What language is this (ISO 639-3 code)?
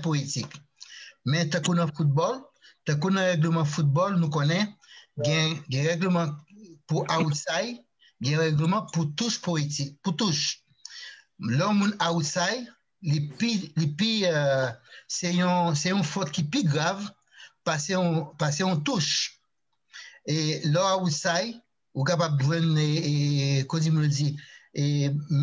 hat